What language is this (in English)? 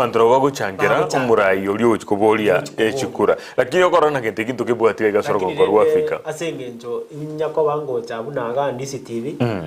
Gusii